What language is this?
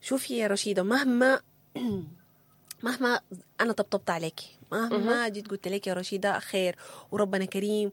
Sudanese Arabic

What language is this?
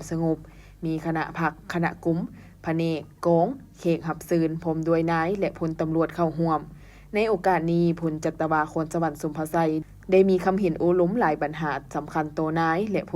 Lao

